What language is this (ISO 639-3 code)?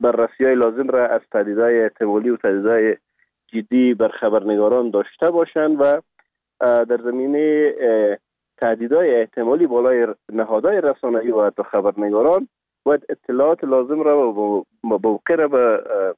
fas